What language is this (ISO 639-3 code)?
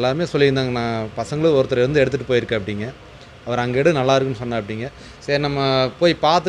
tam